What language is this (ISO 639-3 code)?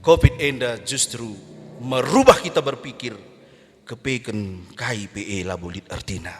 btx